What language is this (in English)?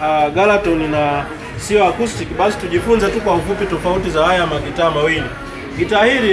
Swahili